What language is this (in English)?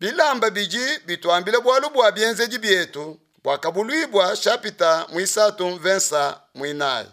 Luba-Lulua